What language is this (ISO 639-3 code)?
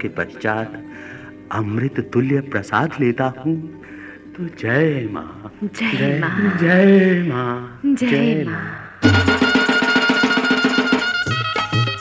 hin